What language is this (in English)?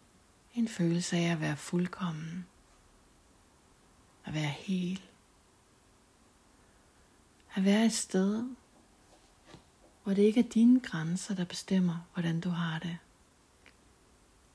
Danish